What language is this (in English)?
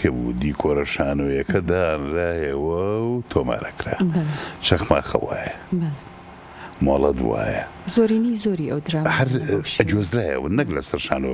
Central Kurdish